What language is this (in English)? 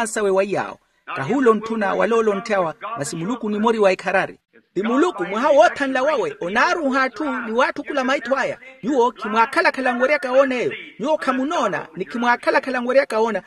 Makhuwa